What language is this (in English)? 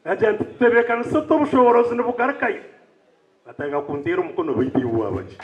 Nyankole